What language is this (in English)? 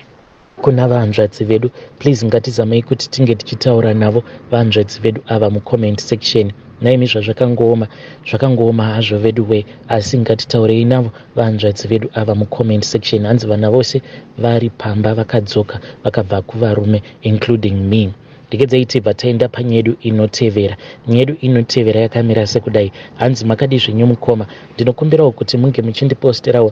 Shona